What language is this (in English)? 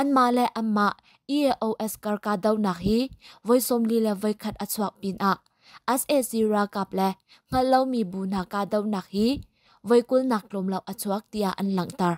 Hakha Chin